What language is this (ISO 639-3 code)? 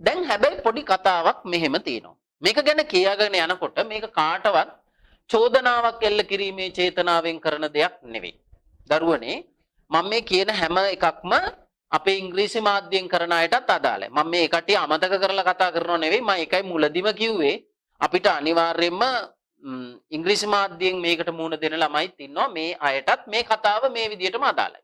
sin